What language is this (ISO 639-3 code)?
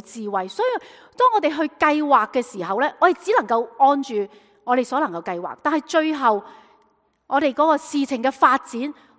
yue